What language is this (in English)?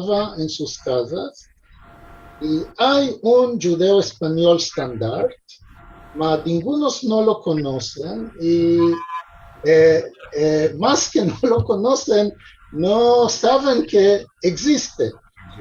Ladino